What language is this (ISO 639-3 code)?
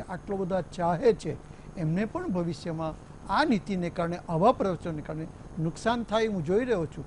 guj